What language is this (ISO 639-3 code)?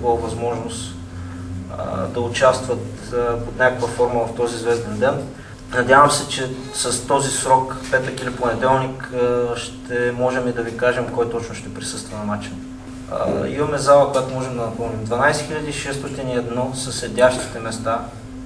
bul